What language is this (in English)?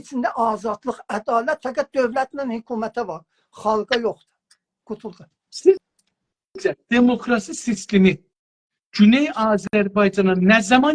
South Azerbaijani